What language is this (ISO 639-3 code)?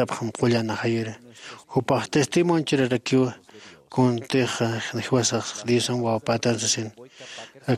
aym